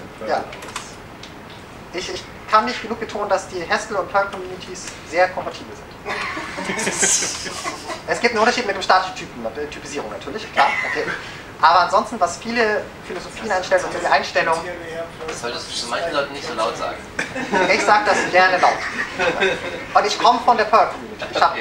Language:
German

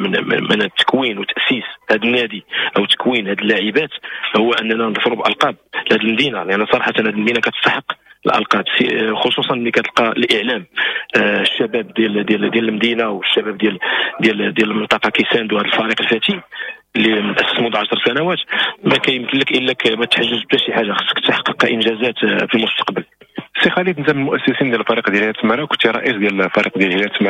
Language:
Moroccan Arabic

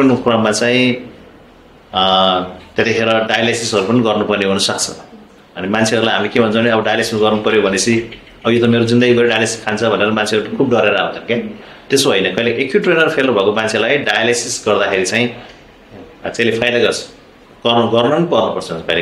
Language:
Nepali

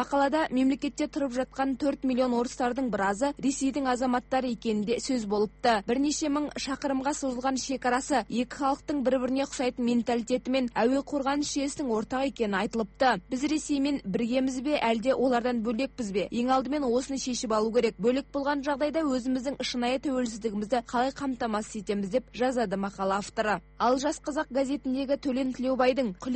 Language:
Kazakh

